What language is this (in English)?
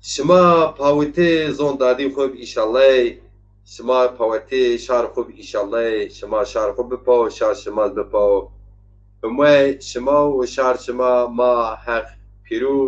Zaza